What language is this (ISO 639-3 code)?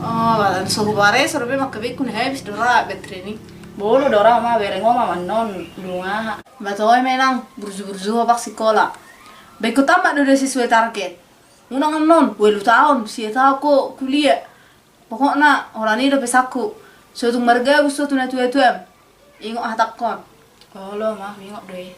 bbc